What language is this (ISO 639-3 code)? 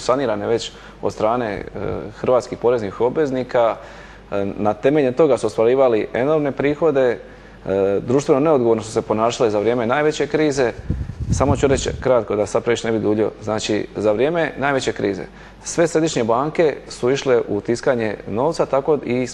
hrv